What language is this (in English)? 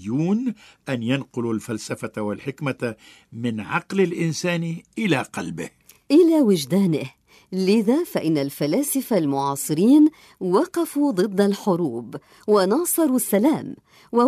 Tunisian Arabic